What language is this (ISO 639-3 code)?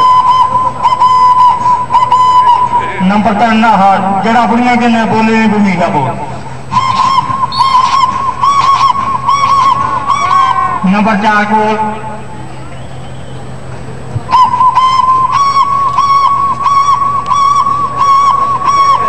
pan